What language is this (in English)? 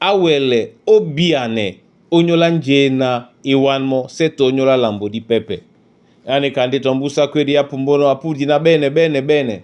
Duala